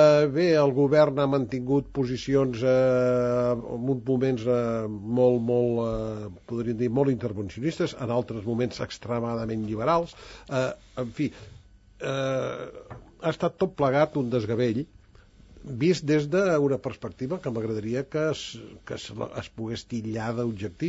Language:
Catalan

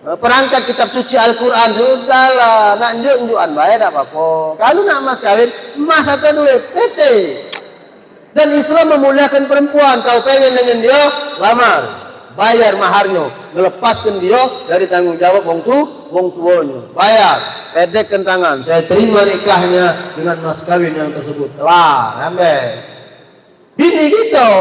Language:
Musi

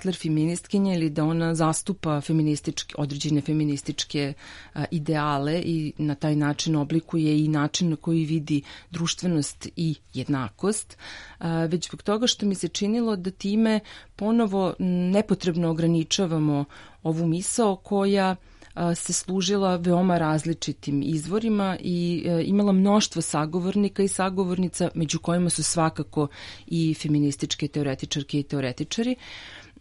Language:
Serbian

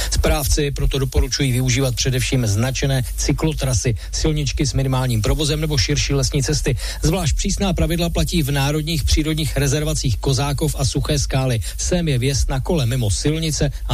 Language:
Czech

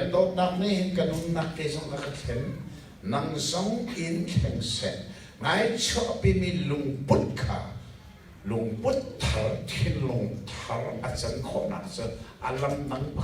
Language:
Hakha Chin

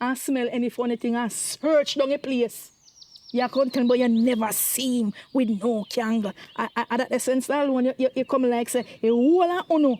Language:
Jamaican Creole English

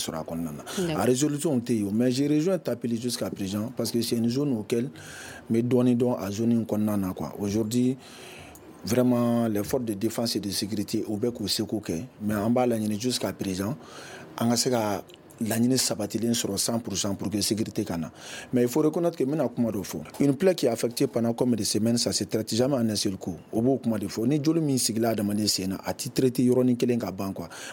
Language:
Bambara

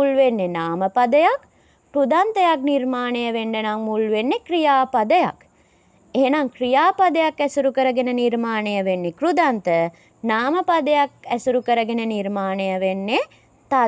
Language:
Sinhala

